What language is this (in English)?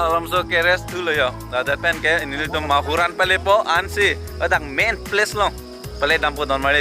Karbi